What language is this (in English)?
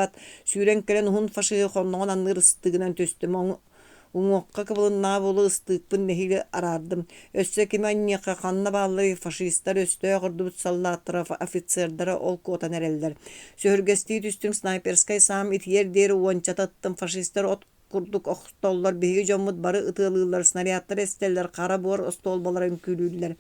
Yakut